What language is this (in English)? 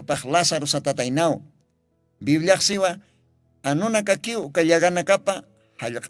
Aymara